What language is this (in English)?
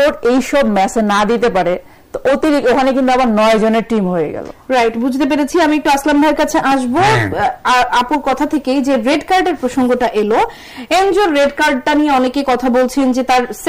Bangla